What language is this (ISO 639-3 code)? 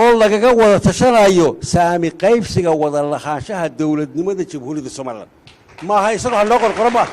som